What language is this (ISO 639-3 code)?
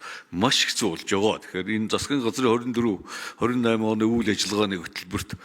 mon